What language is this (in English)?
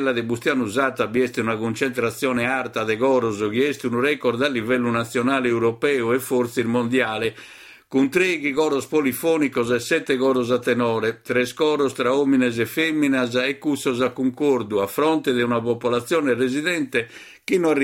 Sardinian